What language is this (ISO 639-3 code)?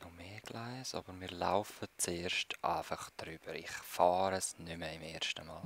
gsw